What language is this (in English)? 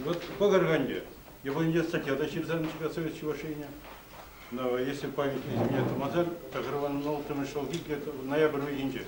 Chuvash